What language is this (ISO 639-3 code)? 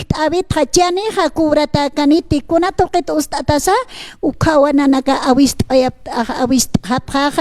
aym